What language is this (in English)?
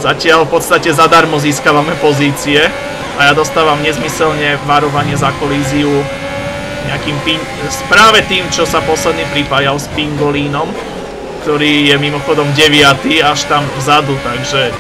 Slovak